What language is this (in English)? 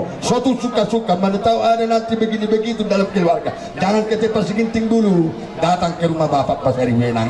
Batak Toba